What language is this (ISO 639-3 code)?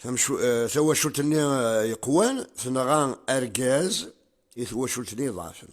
kab